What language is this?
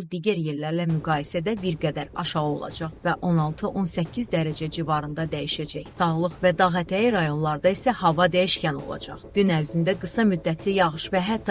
Azerbaijani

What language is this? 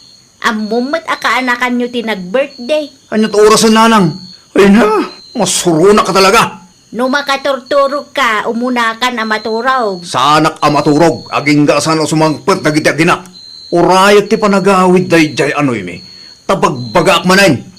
Iloko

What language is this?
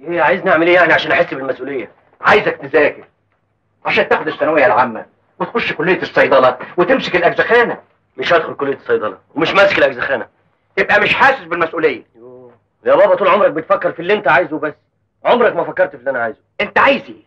Egyptian Arabic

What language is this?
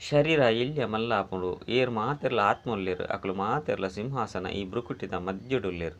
Tulu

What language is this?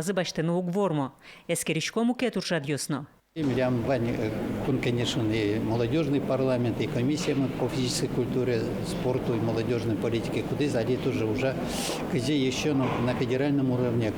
Udmurt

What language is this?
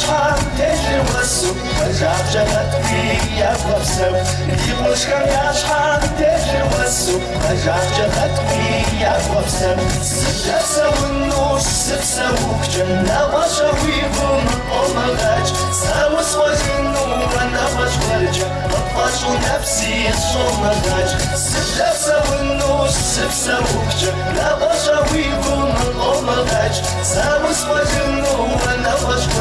Kabardian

